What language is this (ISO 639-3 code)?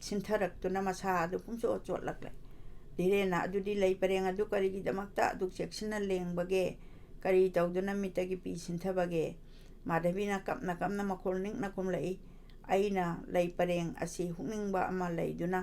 mni